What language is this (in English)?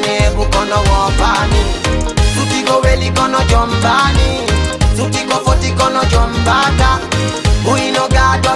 Fula